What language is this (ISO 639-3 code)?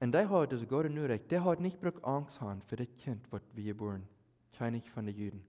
pdt